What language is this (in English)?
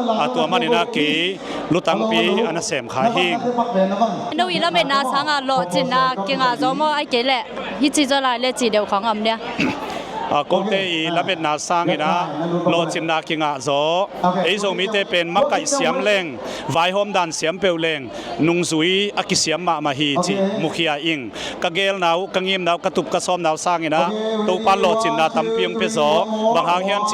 Tedim Chin